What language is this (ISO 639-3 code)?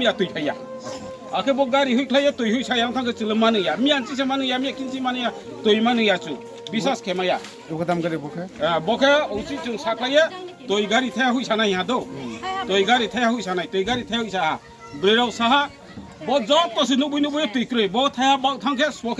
ria